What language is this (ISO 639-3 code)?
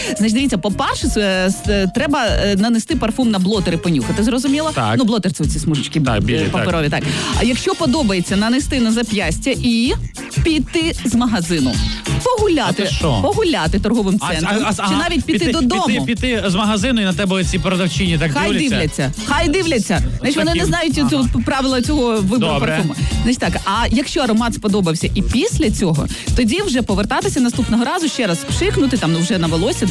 ukr